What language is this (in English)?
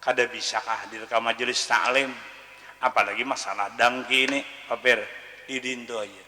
Banjar